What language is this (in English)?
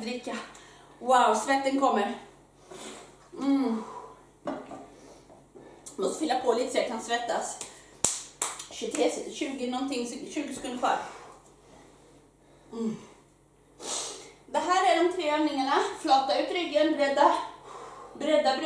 Swedish